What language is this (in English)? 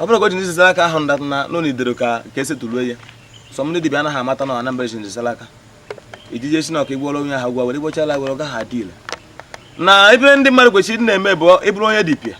Igbo